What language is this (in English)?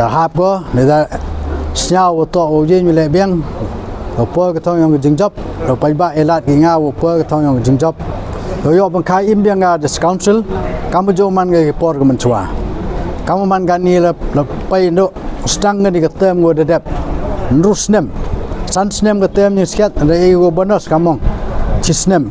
Pnar